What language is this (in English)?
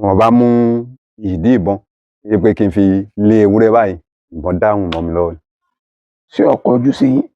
Yoruba